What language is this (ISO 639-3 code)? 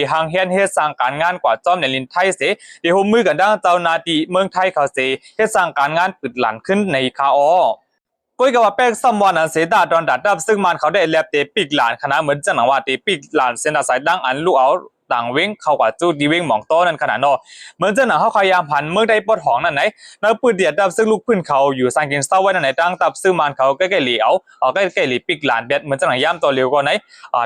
shn